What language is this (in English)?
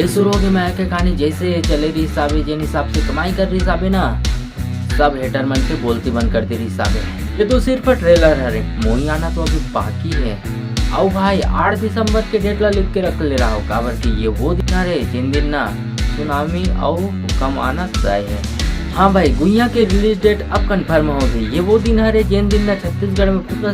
Chhattisgarhi